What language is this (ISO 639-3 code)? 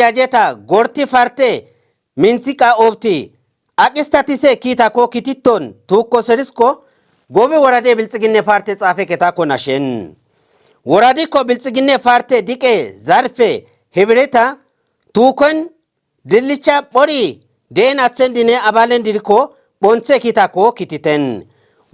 kbr